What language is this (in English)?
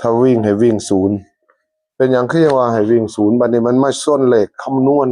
Northeastern Thai